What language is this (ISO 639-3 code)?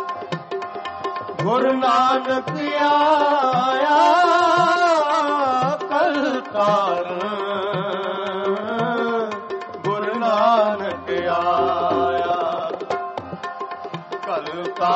pan